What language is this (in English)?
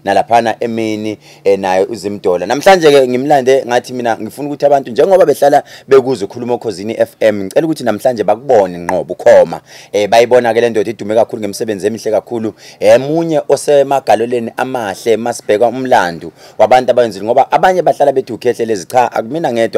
Zulu